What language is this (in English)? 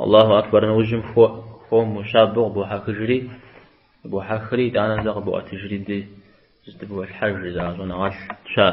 Kabardian